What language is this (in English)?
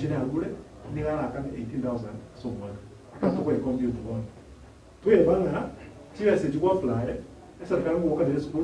Gusii